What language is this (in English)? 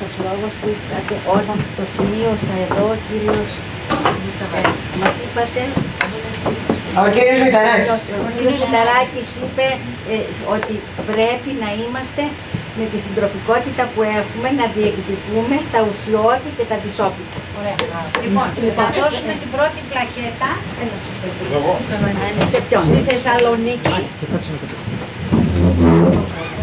Greek